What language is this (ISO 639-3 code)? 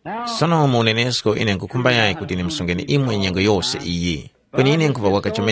tum